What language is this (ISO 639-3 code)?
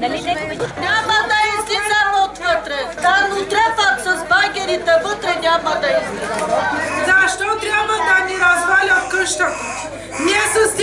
bul